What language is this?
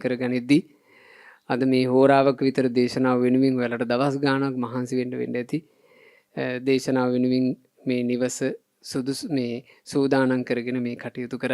Sinhala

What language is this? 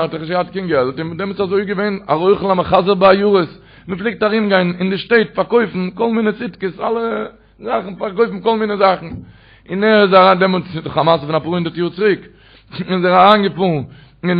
Yiddish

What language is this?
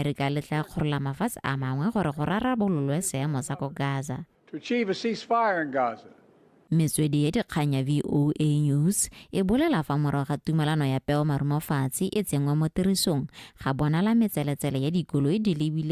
Tswana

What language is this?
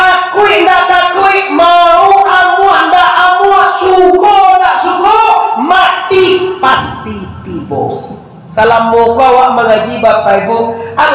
Minangkabau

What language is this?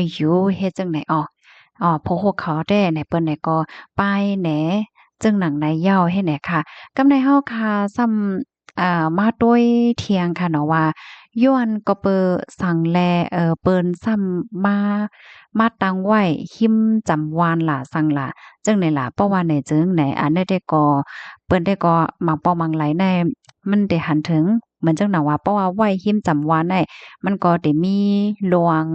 Shan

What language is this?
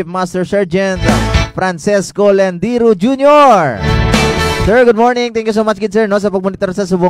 Hiligaynon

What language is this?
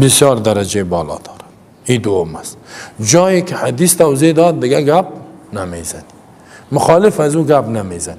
Persian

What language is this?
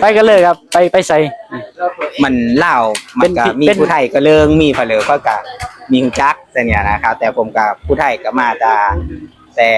Northeastern Thai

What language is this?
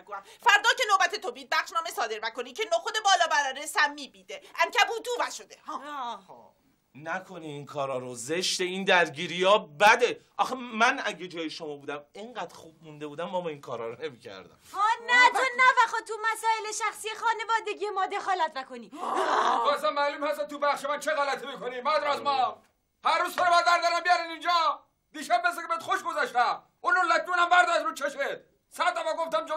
Persian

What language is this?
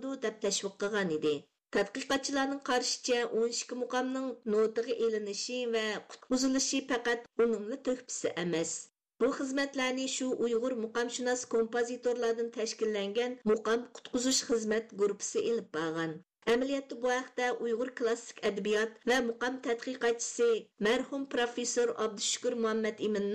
Uyghur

